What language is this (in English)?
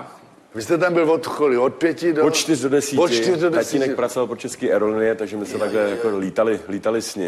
Czech